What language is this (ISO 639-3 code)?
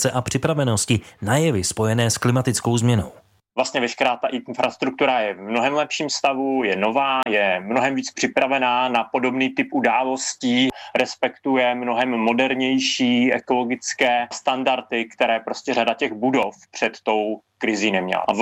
ces